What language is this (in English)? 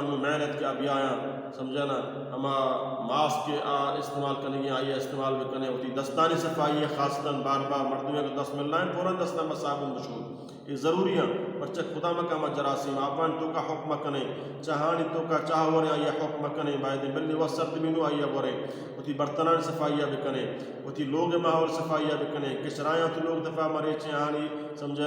Baluchi